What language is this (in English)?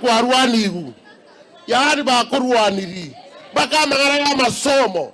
Gusii